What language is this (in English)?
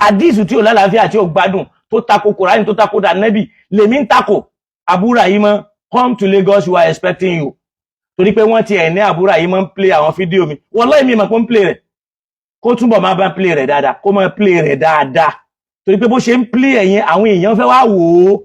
Yoruba